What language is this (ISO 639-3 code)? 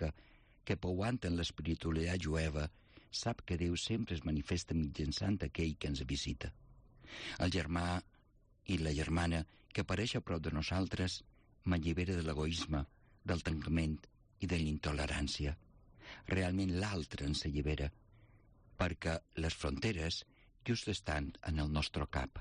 cat